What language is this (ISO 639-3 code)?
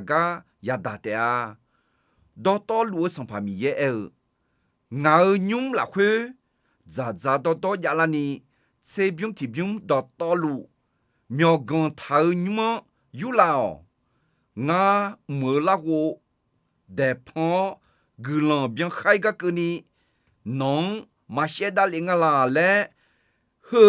ahk